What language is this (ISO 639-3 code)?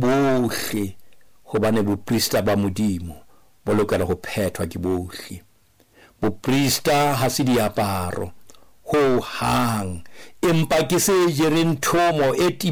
sot